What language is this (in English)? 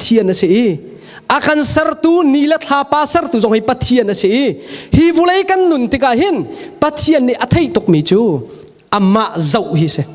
Hakha Chin